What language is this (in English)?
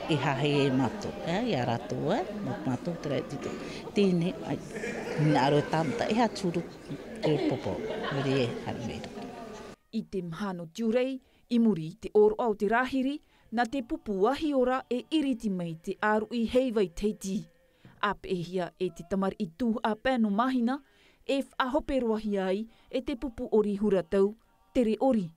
Tahitian